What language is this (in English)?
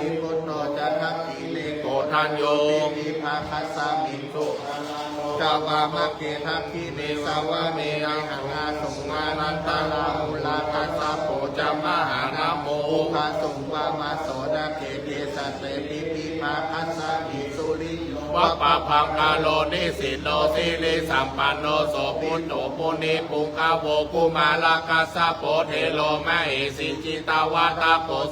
Pali